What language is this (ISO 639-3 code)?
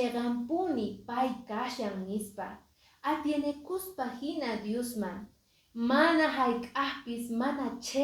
que